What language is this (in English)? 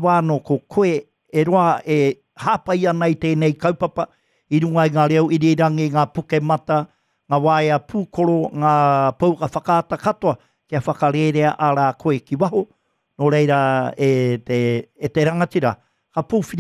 Māori